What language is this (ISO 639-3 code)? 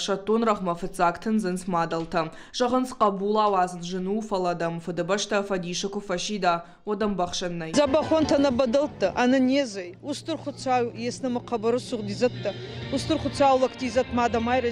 oss